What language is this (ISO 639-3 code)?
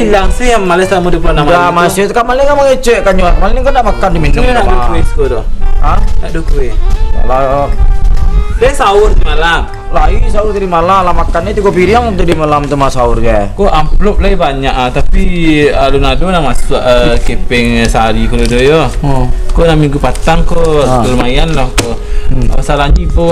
min